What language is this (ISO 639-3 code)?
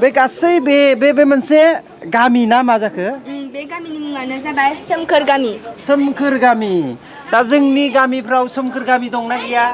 brx